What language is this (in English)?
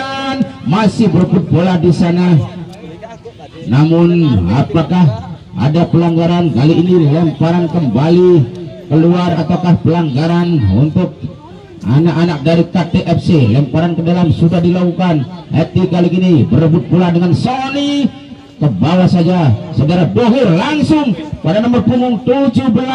Indonesian